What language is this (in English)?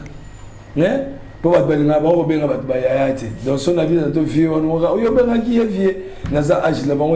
Lingala